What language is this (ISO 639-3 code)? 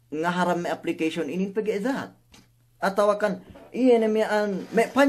yka